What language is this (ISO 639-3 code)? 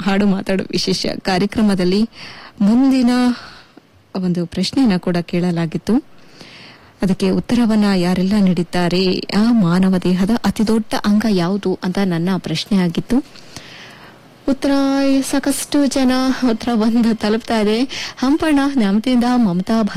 kan